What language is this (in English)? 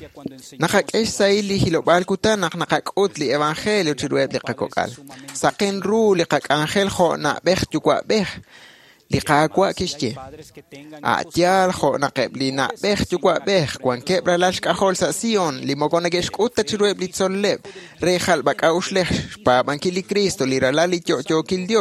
Kekchí